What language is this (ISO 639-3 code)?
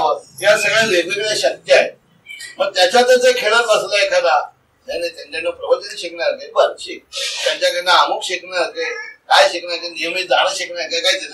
mar